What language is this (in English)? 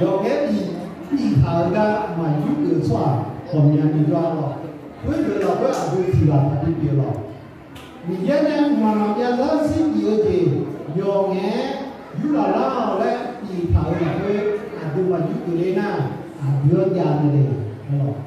Akha